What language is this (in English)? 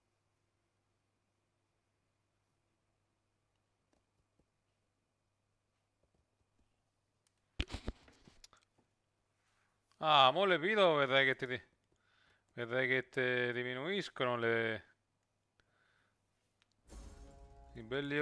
Italian